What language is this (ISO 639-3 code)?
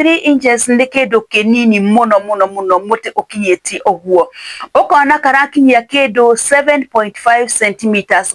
kik